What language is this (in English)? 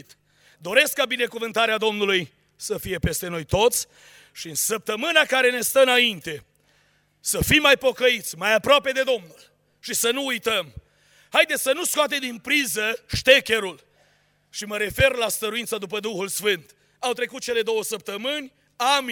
Romanian